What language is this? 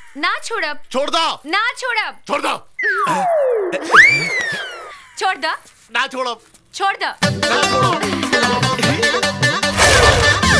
Bhojpuri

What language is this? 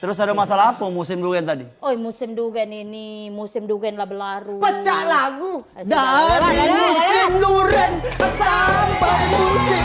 Musi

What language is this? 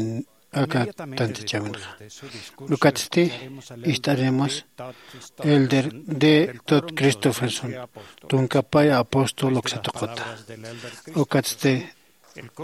Aymara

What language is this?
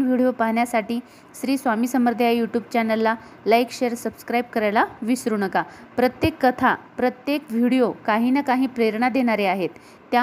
Marathi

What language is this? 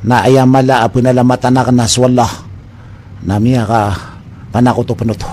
Maranao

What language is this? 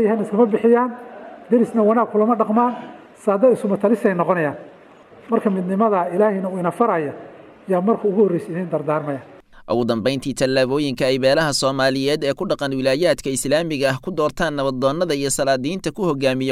Somali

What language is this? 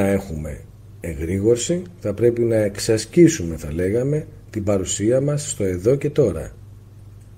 Greek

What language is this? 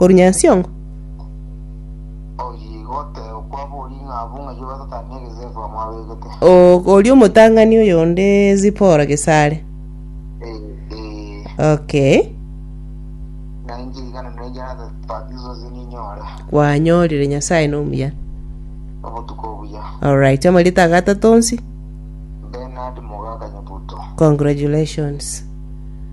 Gusii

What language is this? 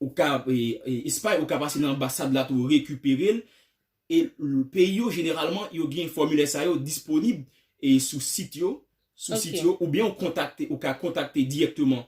Haitian Creole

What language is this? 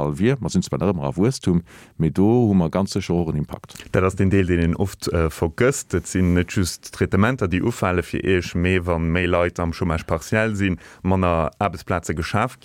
Luxembourgish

